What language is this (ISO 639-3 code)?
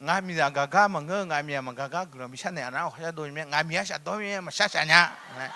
ahk